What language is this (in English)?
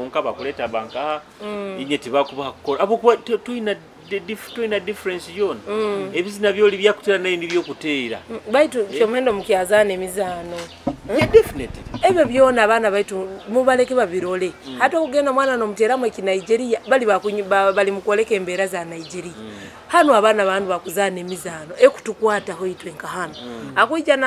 Nyoro